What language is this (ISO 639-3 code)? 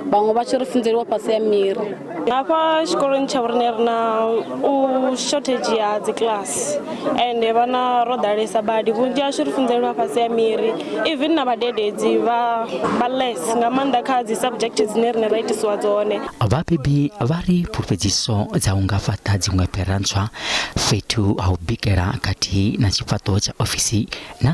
ven